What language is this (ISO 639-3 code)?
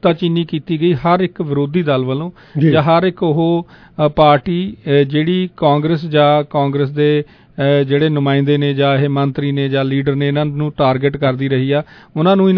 pan